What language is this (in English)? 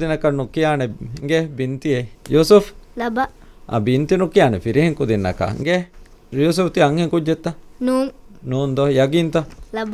Divehi